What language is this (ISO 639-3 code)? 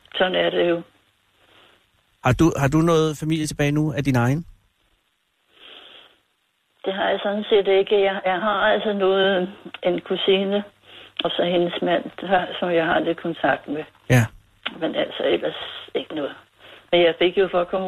dan